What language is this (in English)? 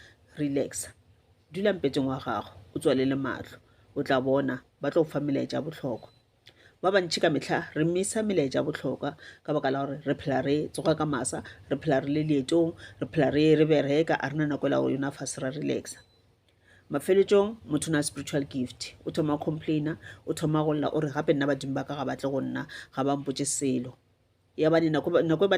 Northern Sotho